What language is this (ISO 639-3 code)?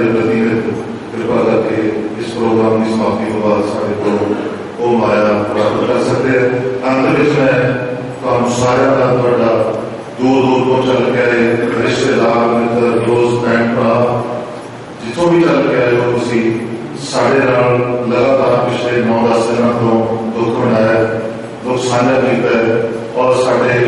pan